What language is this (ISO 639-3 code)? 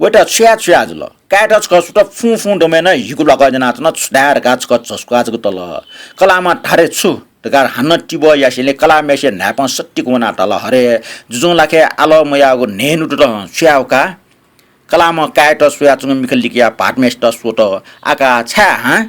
new